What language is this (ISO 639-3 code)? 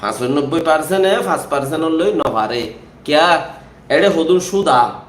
rhg